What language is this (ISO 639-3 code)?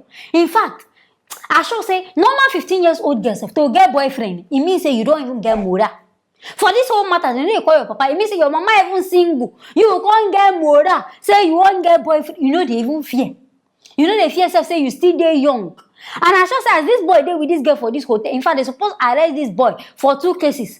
pcm